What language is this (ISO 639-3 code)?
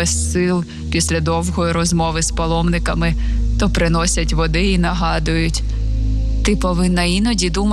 ukr